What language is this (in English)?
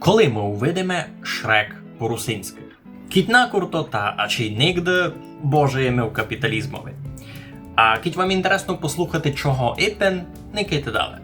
Rusyn